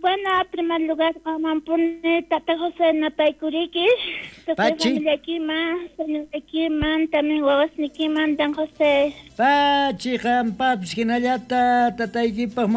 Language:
South Bolivian Quechua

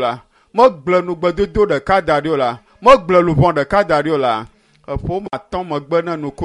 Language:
Ewe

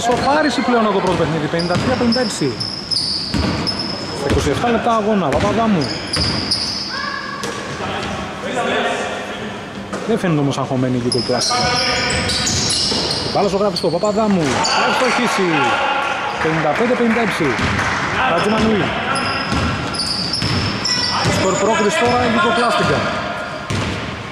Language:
Greek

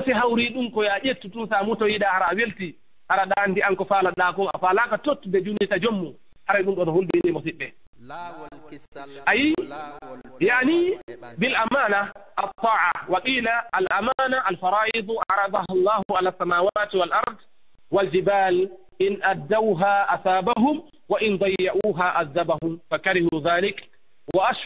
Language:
Fula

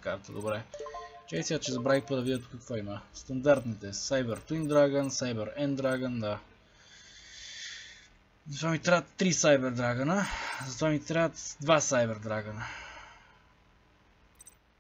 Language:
Bulgarian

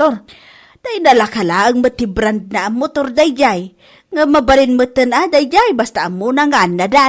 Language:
Iloko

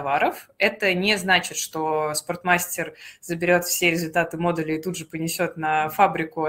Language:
Russian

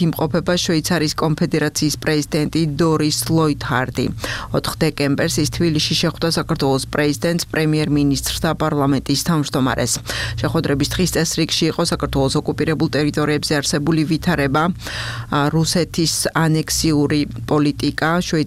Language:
Georgian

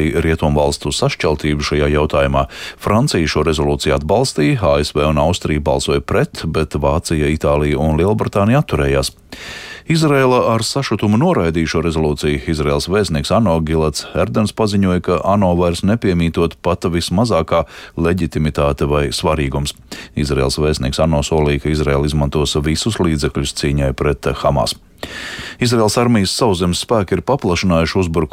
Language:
Latvian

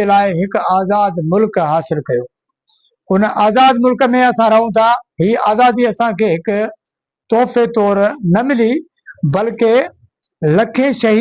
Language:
Sindhi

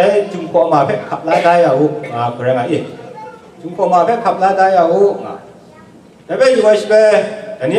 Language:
Kachin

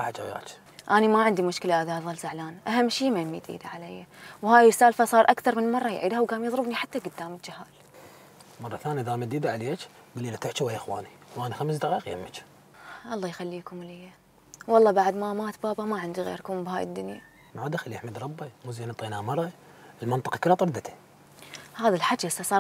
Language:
Mesopotamian Arabic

